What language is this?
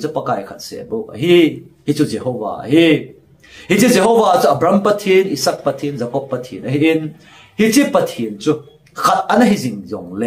Thado Chin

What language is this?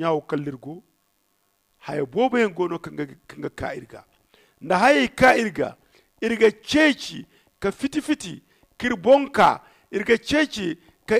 Zarma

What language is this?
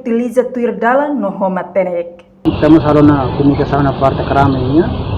Tetum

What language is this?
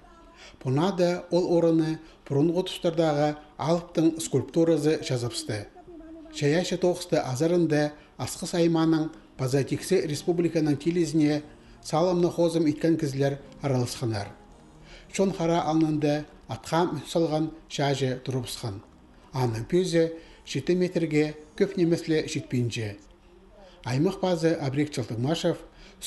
Khakas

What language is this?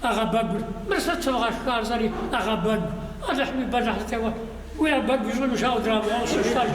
Kabardian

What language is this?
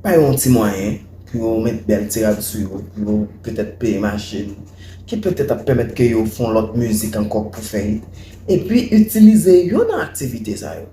Haitian Creole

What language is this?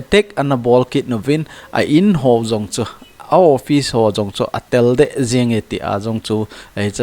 Thado Chin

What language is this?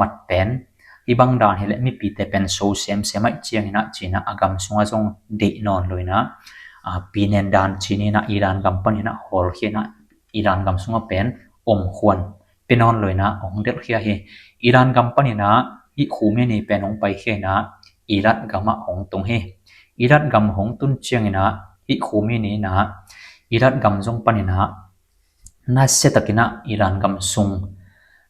Tedim Chin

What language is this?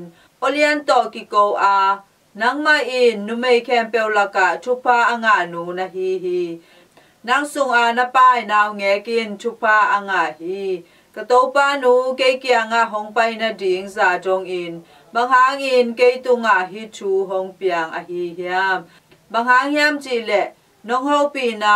Tedim Chin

